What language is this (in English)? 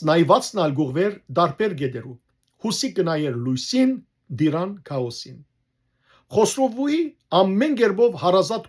Western Armenian